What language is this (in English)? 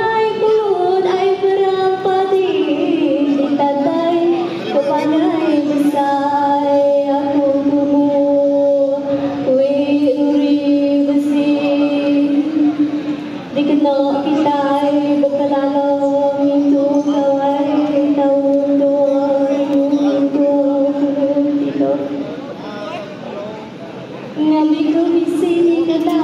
Iban